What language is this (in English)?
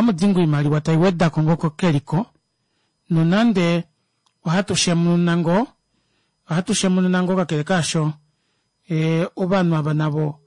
Kuanyama